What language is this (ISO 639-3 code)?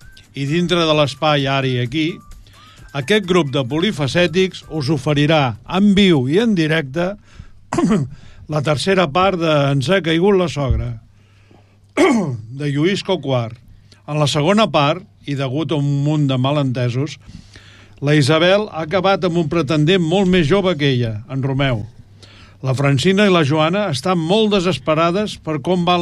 cat